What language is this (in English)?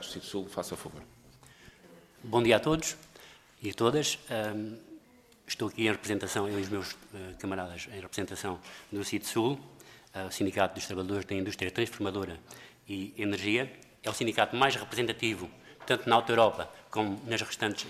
Portuguese